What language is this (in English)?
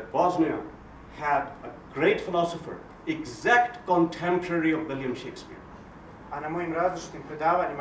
Bosnian